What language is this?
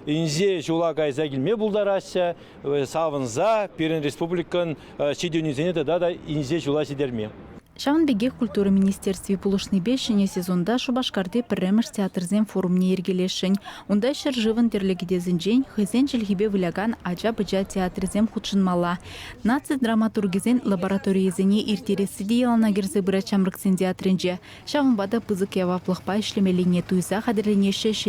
Chuvash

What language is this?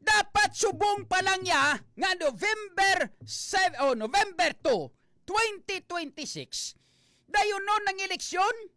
Hiligaynon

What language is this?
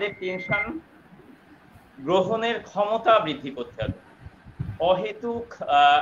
Bangla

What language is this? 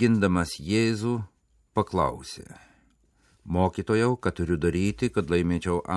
Lithuanian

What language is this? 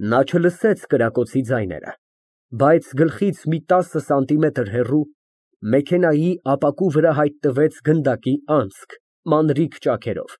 Armenian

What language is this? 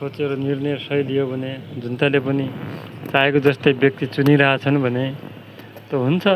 Nepali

